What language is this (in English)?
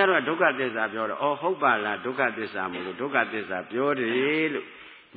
Burmese